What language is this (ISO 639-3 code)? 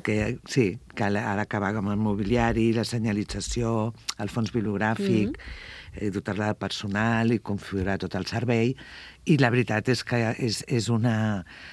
cat